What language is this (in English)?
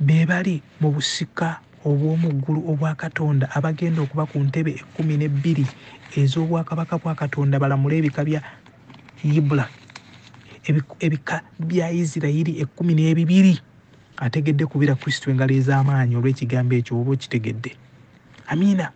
Ganda